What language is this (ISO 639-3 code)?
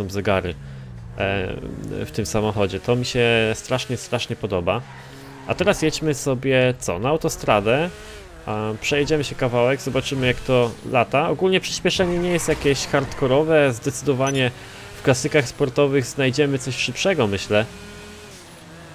pol